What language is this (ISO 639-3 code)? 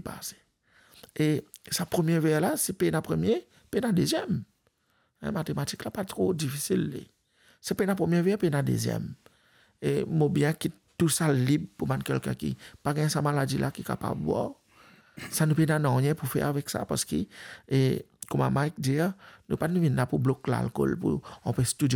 mfe